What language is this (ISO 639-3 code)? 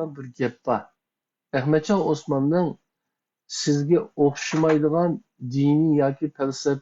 uig